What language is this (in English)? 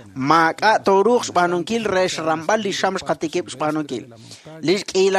Kekchí